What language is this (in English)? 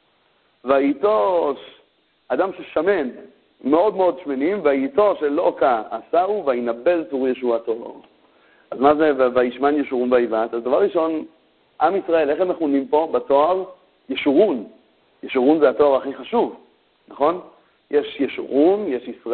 Hebrew